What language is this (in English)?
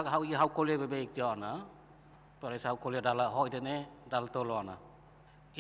Tetum